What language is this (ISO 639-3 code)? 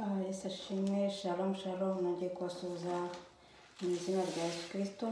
kin